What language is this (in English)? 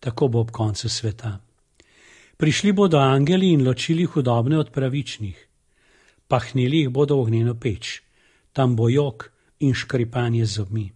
Slovenian